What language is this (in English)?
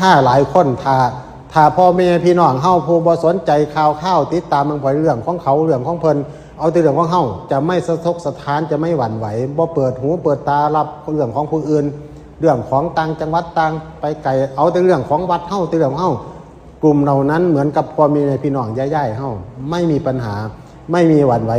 Northeastern Thai